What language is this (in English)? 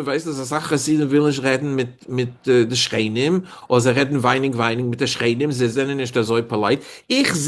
Yiddish